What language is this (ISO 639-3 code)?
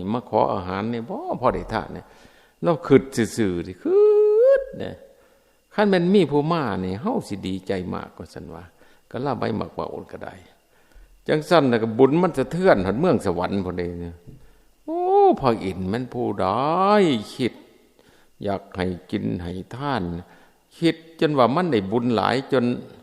tts